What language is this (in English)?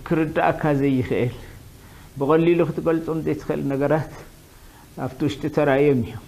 Tigrinya